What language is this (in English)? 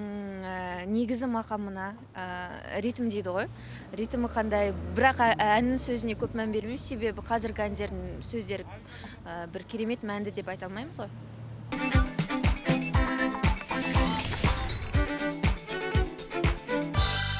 Kazakh